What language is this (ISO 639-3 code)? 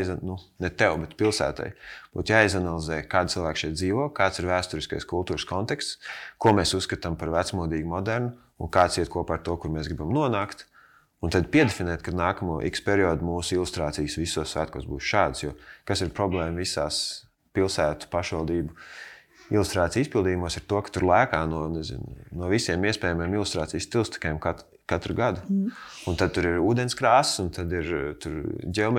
lav